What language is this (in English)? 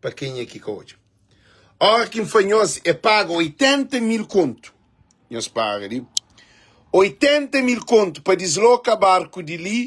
Kabuverdianu